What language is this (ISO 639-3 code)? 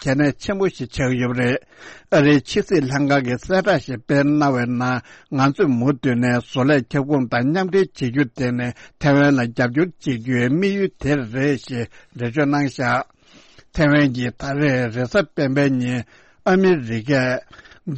bod